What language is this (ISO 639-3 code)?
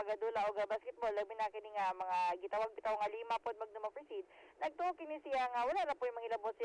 ceb